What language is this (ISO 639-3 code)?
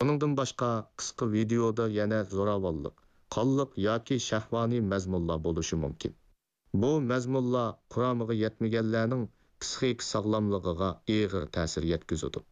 uig